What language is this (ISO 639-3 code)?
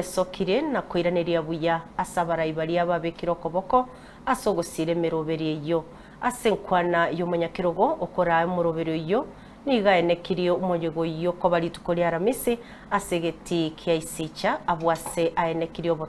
guz